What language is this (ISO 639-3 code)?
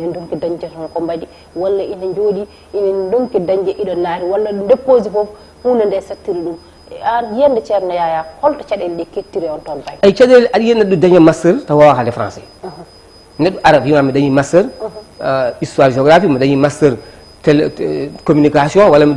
ful